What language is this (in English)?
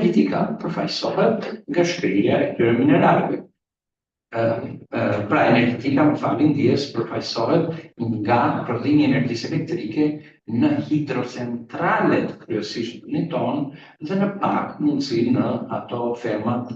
Albanian